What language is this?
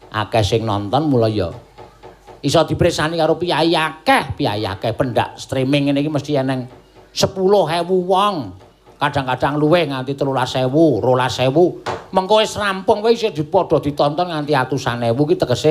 Javanese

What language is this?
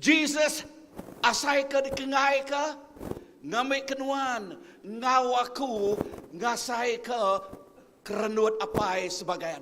Iban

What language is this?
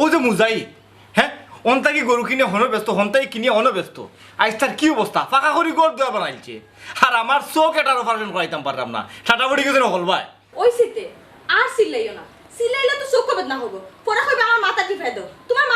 Sylheti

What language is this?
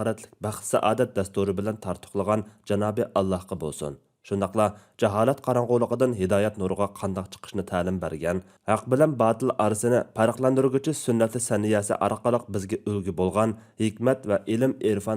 Uyghur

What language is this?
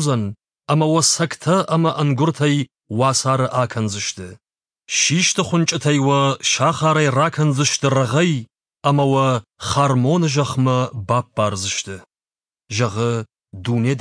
Ossetic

